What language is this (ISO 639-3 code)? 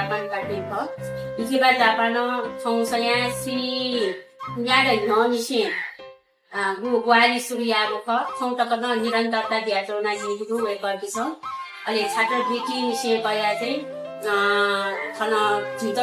new